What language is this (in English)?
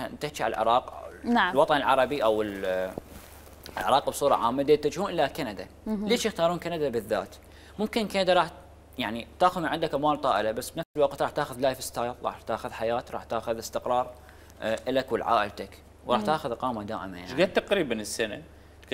Mesopotamian Arabic